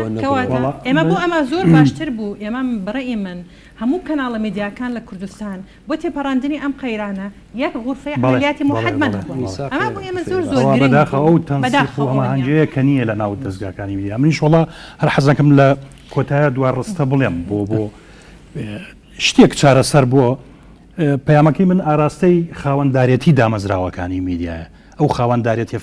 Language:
Central Kurdish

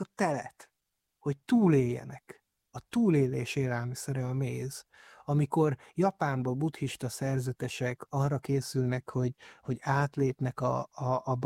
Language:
Hungarian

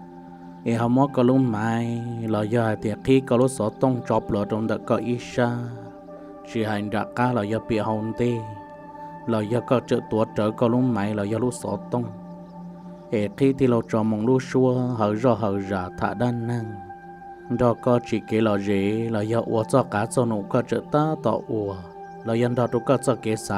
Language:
Hmong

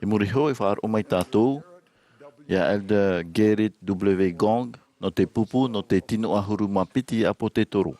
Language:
Tahitian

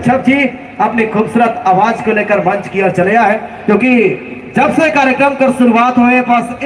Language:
Sadri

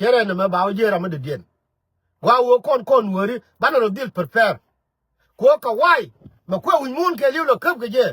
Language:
Nuer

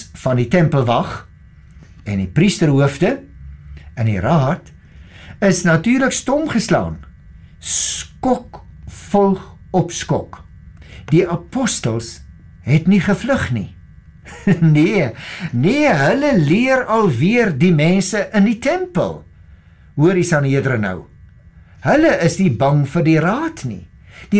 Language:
Afrikaans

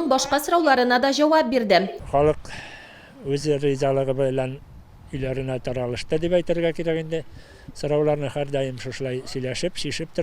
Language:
Tatar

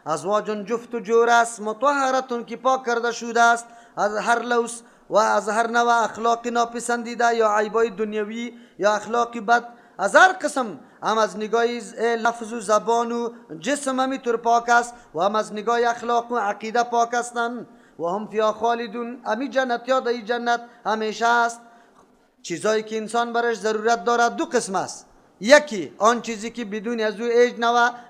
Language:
Persian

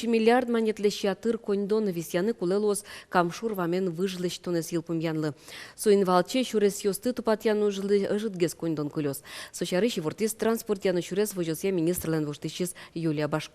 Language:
Udmurt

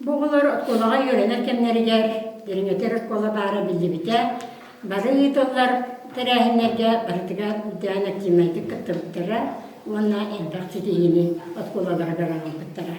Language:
Yakut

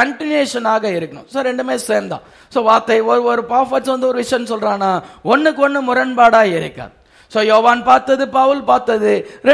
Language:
Tamil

